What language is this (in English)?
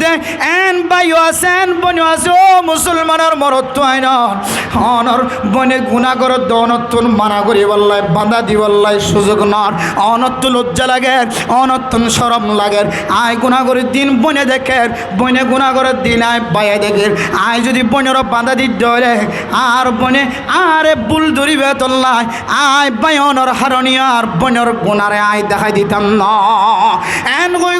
Rohingya